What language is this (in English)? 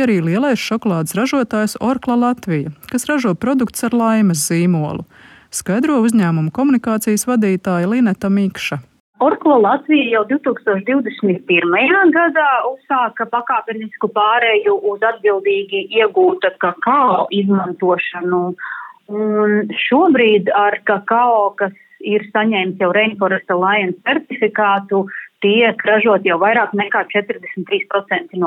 Latvian